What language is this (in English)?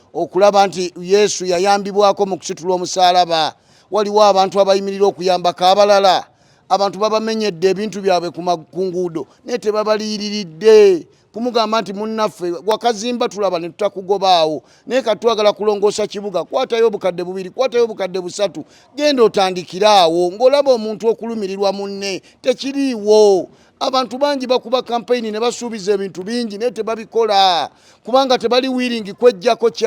Ganda